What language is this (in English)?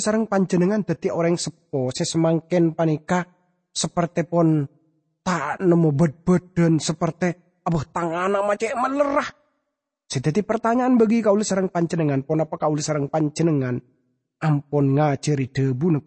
Madurese